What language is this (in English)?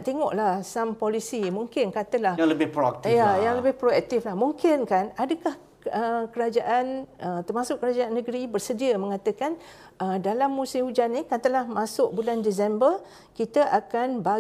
Malay